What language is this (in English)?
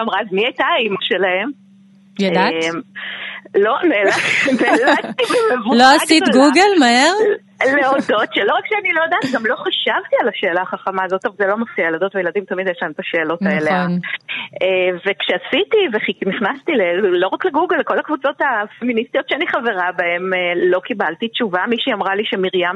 Hebrew